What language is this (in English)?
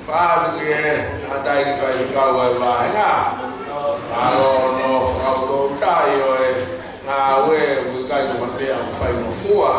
Tongan